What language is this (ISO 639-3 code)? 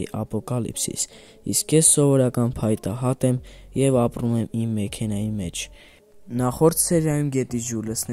hye